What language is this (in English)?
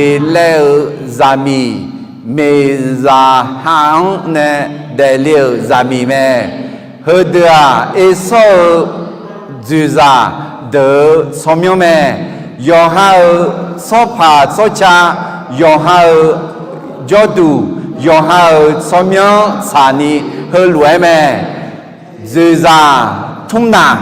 Akha